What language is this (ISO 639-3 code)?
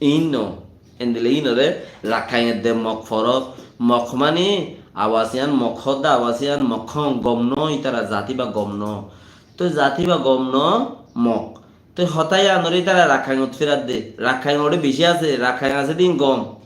rhg